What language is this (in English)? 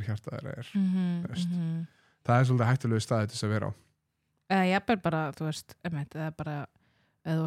Icelandic